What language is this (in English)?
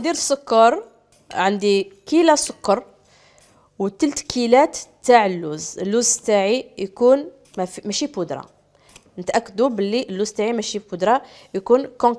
Algerian Arabic